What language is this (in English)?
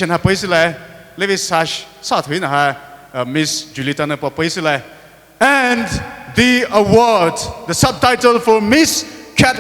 Poumei Naga